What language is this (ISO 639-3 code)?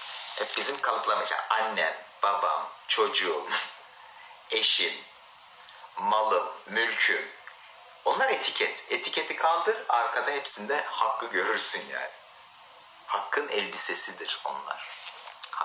tur